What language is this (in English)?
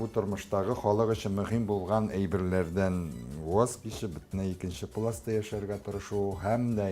Tatar